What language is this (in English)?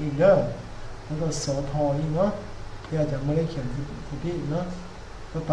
Lao